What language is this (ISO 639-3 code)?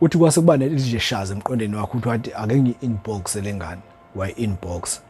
zul